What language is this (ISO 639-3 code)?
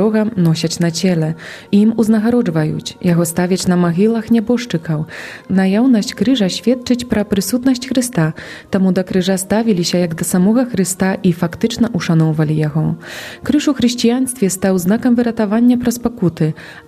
bel